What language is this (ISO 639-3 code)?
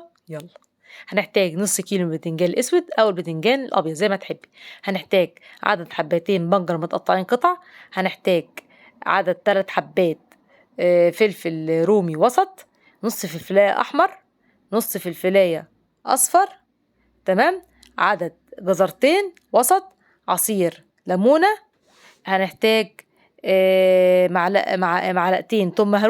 arz